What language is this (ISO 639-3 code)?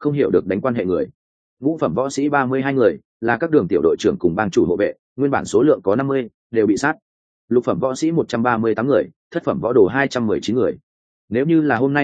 vie